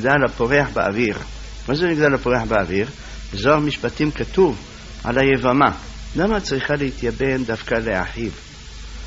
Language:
Hebrew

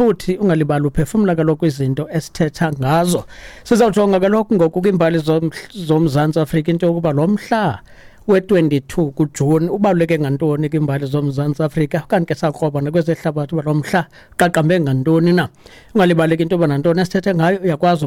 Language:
Xhosa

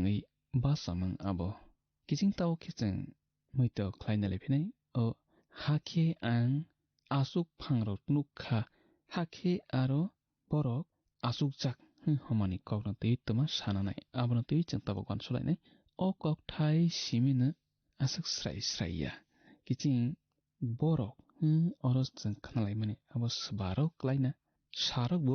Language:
Kok Borok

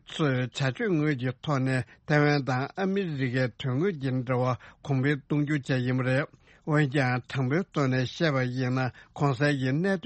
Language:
Tibetan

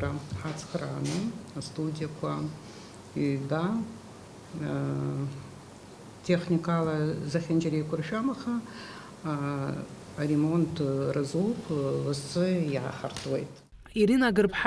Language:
Abkhazian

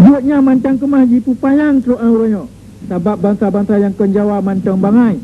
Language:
Achinese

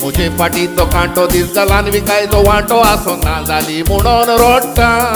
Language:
Konkani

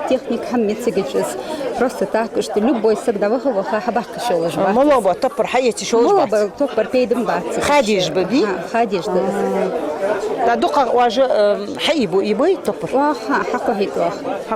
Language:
Ingush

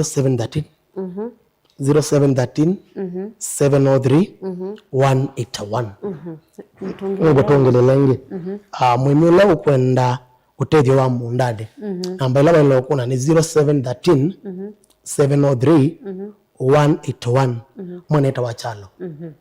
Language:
Kamba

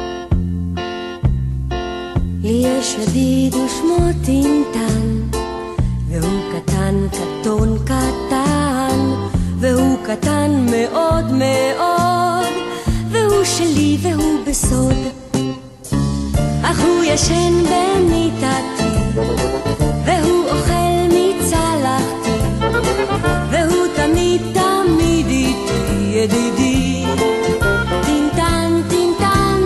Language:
Hebrew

